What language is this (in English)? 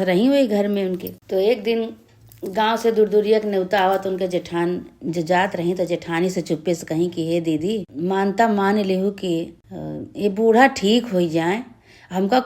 Awadhi